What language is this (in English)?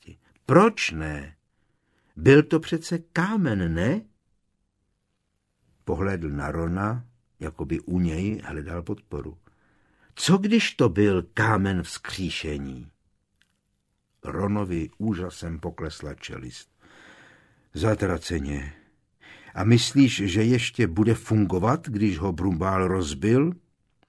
Czech